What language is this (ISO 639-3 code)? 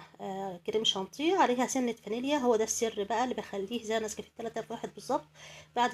arz